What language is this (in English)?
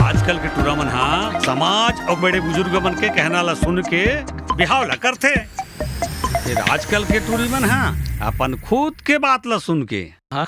Chhattisgarhi